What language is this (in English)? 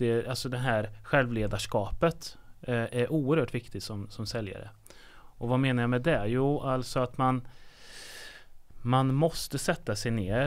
Swedish